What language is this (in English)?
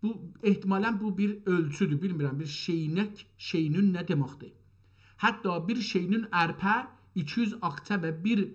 South Azerbaijani